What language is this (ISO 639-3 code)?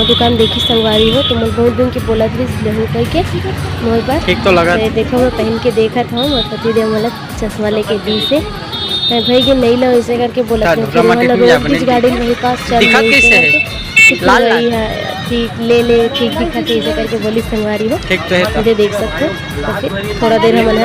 hne